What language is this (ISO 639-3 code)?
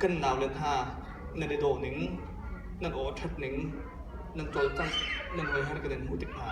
cnh